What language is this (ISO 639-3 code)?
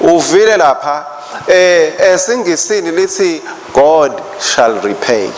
ssw